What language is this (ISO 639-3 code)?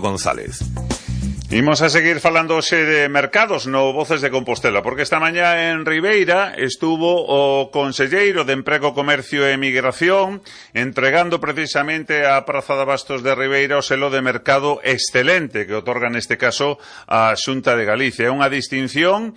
glg